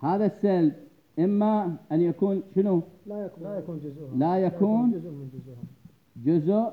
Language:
Mesopotamian Arabic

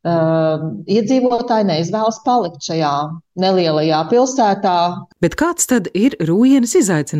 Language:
Latvian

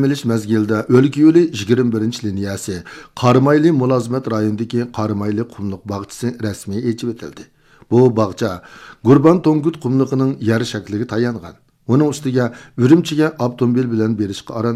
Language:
Uyghur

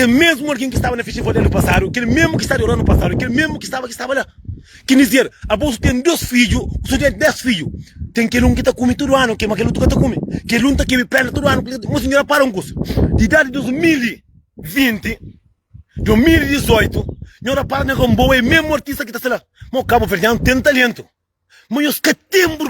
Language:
Kabuverdianu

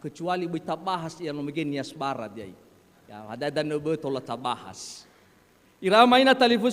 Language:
Nias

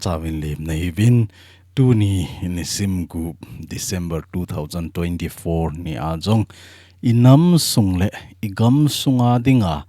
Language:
Thado Chin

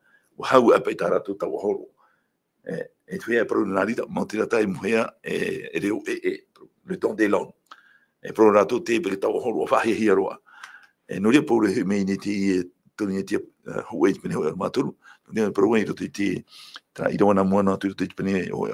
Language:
Tahitian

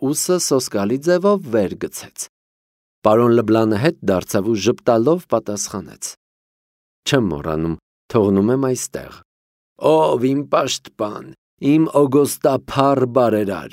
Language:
Armenian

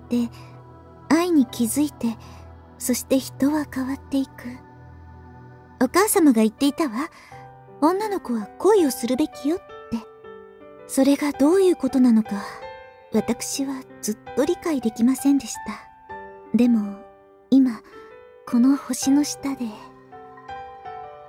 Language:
Japanese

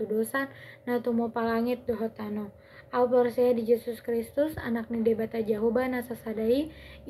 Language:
Batak Toba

